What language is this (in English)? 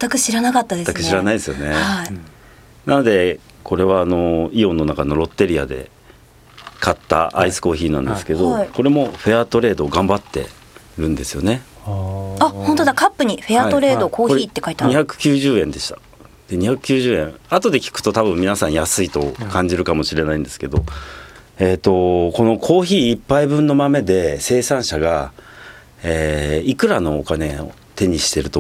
Japanese